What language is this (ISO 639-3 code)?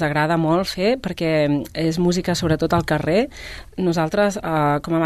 cat